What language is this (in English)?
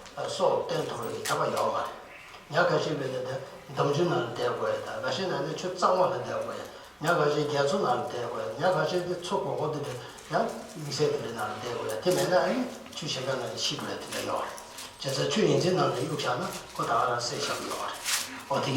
Tibetan